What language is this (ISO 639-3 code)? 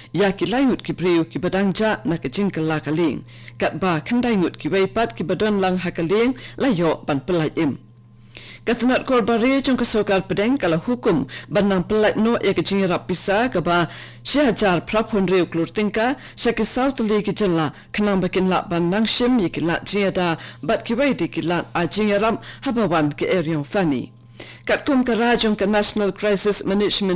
kha